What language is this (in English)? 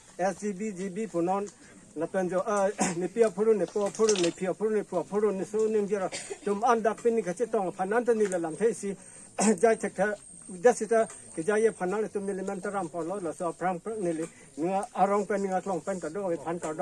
Karbi